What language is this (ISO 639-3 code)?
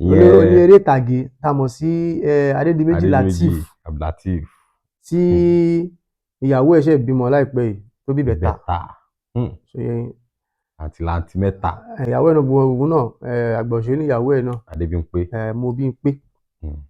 yor